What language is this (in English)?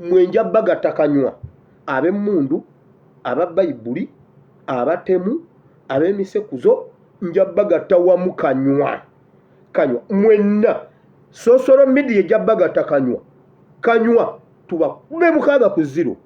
Ganda